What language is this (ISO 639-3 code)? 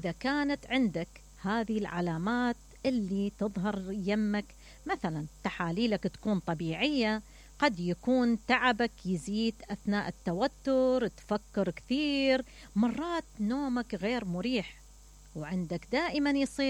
acm